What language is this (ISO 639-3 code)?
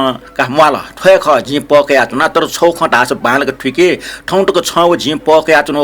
new